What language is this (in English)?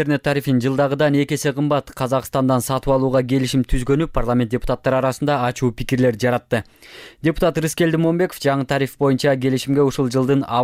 Kyrgyz